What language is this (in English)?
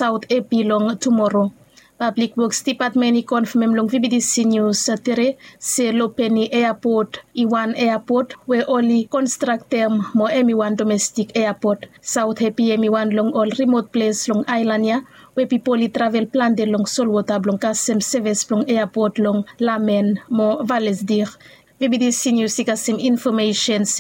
Bislama